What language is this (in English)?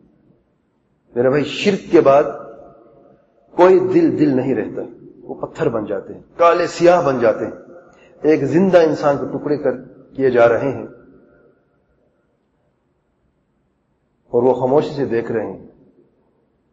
Urdu